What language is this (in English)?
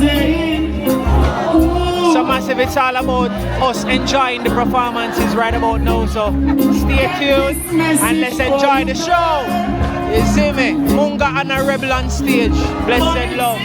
Jamaican Creole English